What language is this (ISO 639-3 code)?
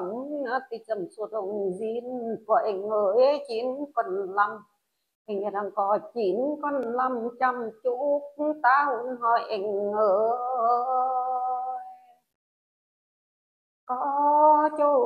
vie